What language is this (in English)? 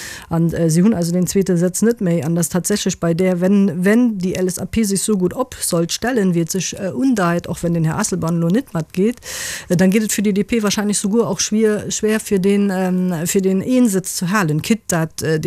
Luxembourgish